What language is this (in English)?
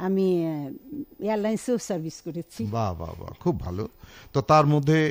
Bangla